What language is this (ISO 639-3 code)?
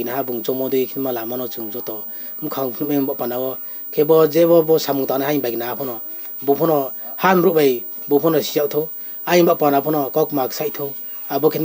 ria